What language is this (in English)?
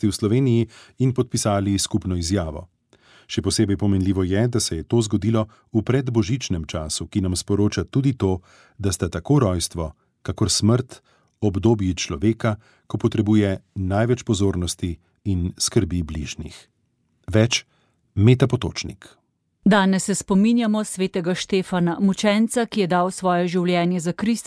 Slovenian